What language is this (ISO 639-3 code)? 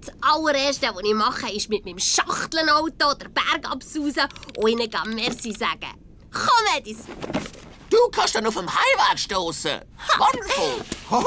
gsw